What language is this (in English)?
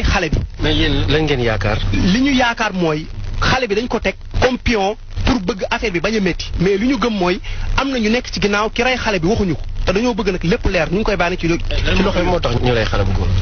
Wolof